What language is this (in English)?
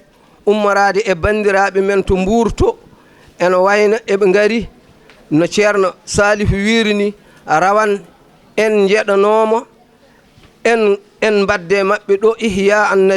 Fula